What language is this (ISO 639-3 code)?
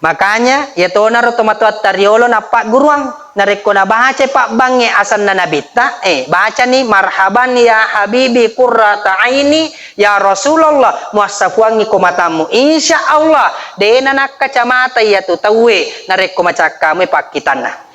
bug